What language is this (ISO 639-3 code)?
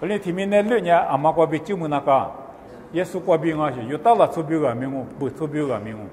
lis